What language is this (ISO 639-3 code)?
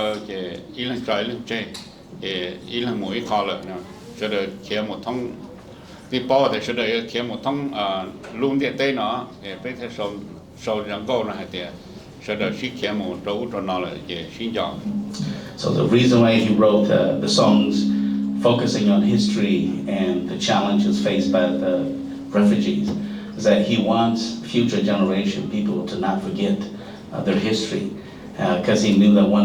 hmn